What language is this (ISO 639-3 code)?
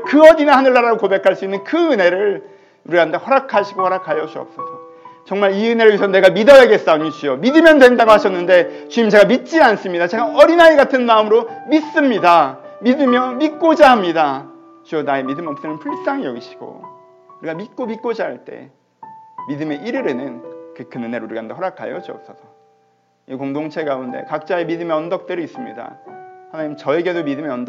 kor